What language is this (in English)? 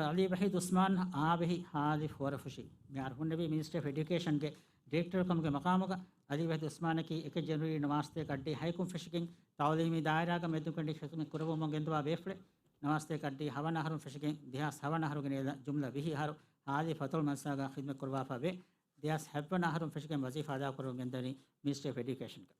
Divehi